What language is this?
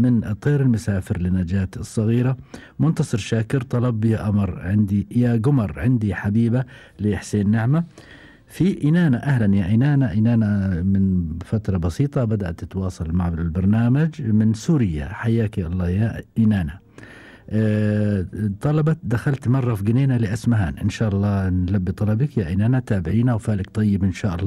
Gulf Arabic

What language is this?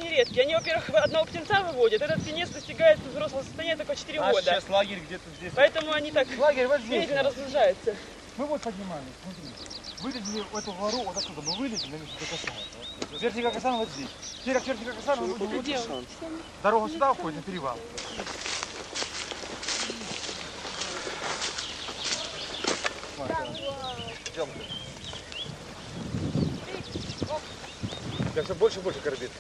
Russian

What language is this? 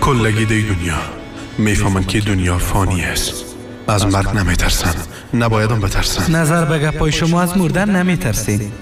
Persian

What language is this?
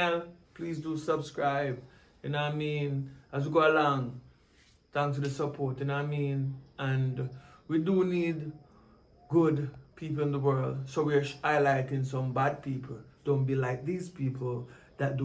Jamaican Creole English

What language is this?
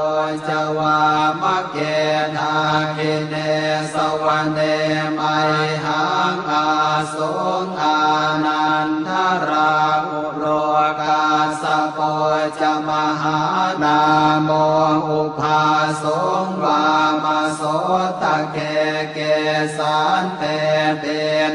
Pali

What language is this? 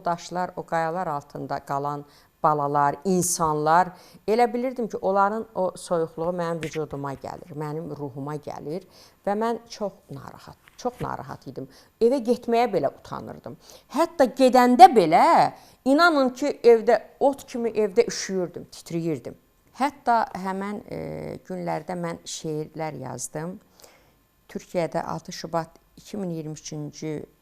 Azerbaijani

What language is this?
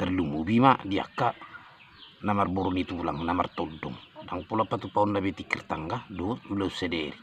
Batak Toba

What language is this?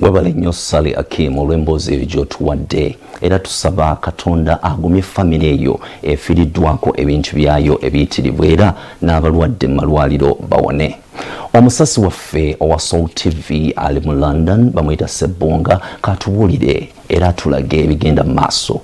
Ganda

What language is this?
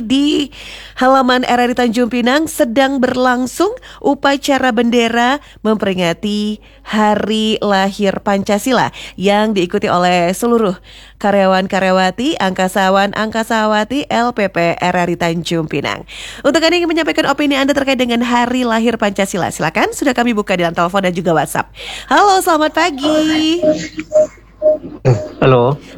Indonesian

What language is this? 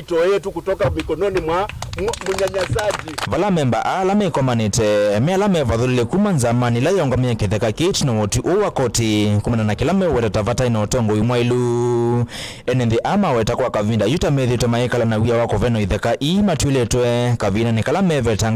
Kamba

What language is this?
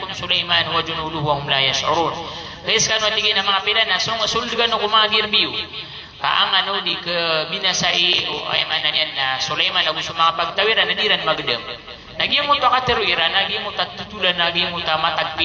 Maranao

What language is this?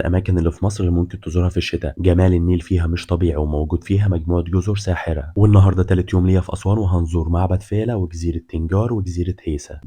Egyptian Arabic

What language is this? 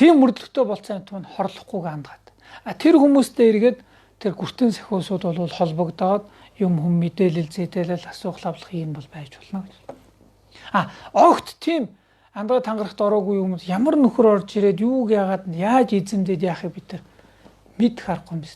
Mongolian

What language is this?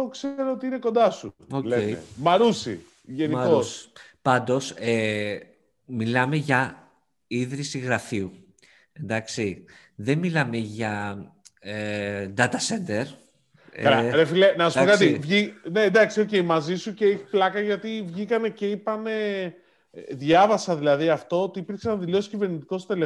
Greek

